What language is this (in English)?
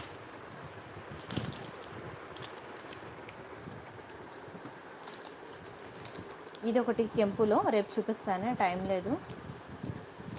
Telugu